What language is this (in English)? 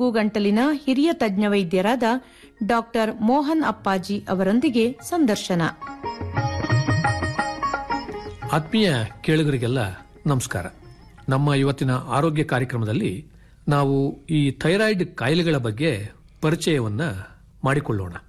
Kannada